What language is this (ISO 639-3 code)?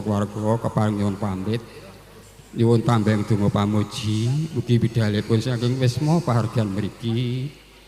jav